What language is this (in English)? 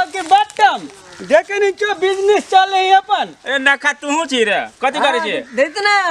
Maithili